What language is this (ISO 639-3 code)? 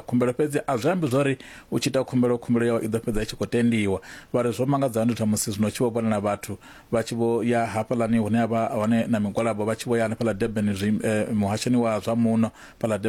ven